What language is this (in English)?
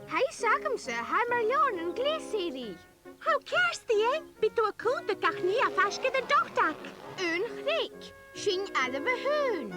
Scottish Gaelic